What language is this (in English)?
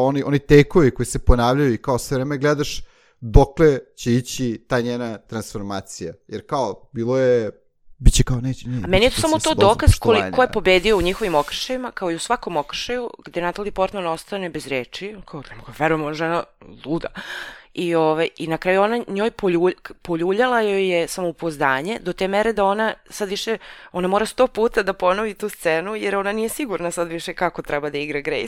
Serbian